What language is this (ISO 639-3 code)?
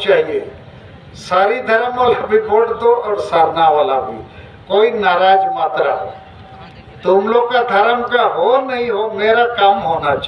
sat